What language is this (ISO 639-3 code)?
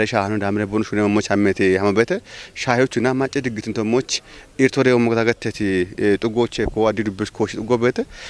kbr